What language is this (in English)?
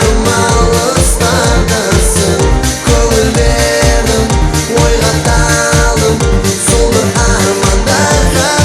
Kara-Kalpak